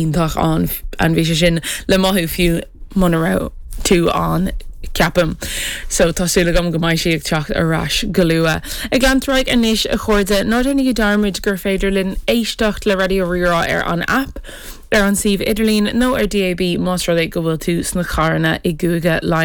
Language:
Irish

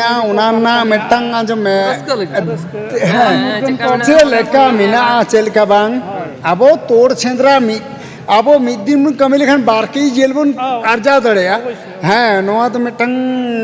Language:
Santali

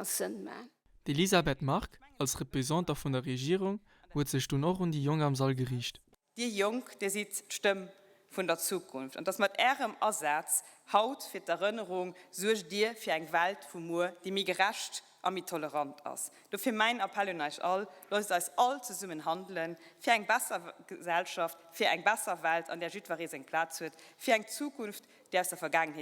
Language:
Luxembourgish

